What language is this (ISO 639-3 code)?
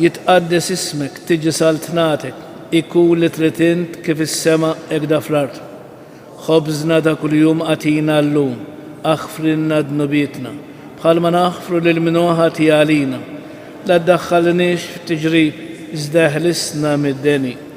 mlt